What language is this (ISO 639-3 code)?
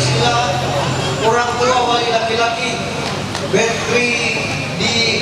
mhy